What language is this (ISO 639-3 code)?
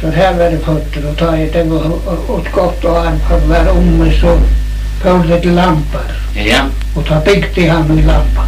fao